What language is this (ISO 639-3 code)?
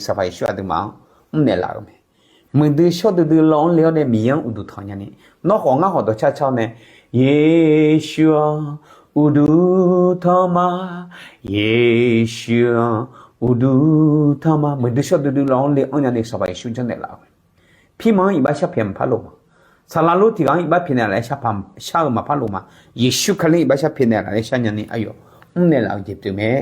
ahk